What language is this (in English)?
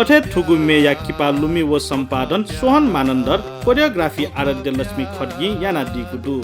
Newari